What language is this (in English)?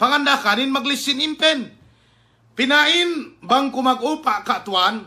Yakan